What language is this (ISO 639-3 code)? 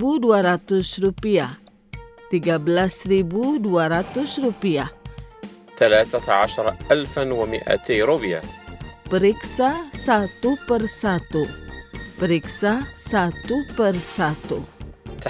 ind